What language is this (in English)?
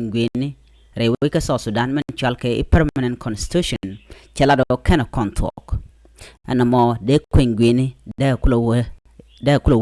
Nuer